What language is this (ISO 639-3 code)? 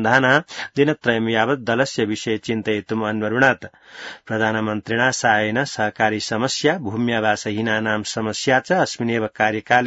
san